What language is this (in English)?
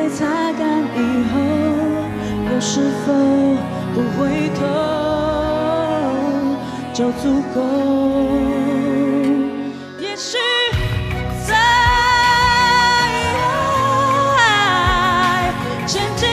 Chinese